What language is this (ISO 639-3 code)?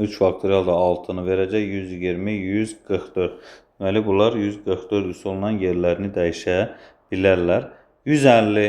aze